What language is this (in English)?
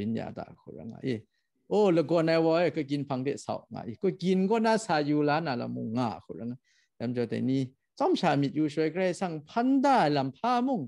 Kachin